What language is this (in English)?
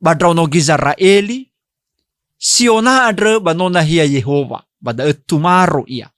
Nias